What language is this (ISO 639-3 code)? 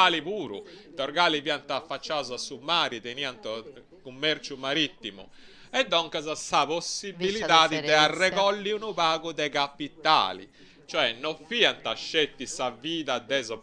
srd